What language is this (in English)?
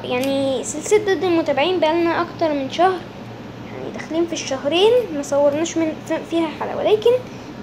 Egyptian Arabic